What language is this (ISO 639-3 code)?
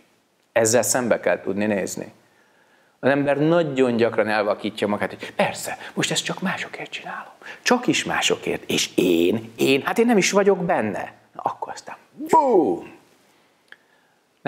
hun